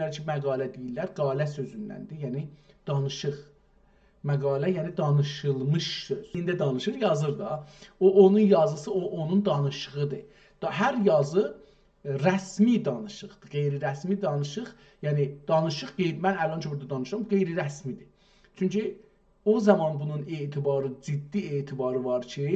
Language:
South Azerbaijani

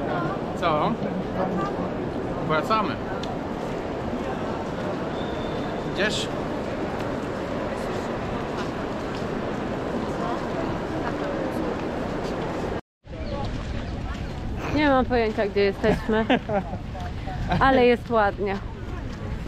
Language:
Polish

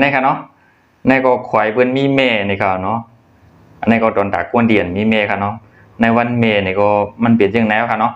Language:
Shan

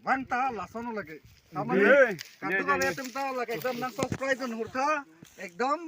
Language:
Karbi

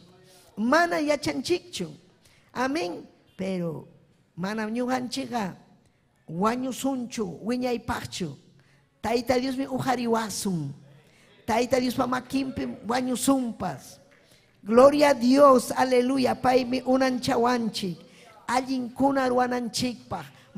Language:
Ayacucho Quechua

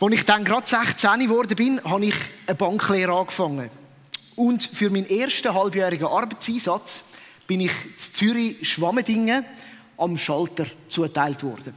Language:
Swiss German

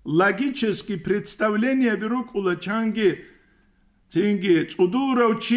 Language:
Avaric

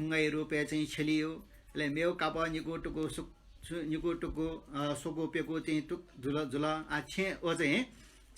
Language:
Newari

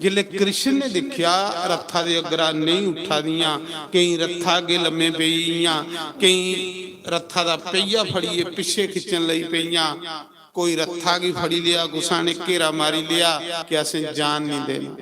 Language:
Dogri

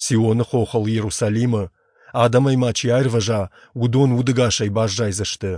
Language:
Ossetic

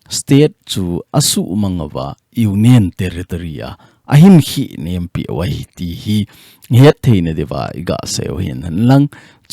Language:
Thado Chin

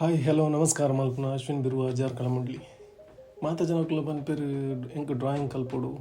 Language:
Tulu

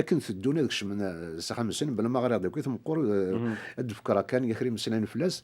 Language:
Kabyle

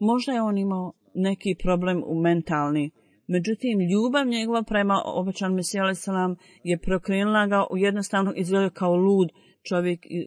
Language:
Bosnian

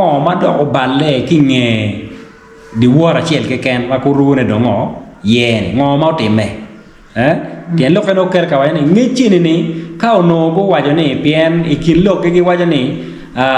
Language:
Acoli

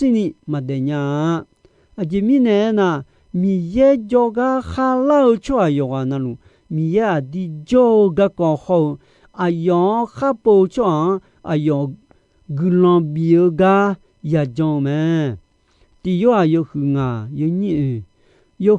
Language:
Akha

